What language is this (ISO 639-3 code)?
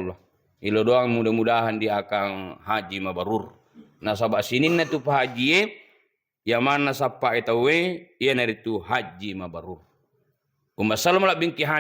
bug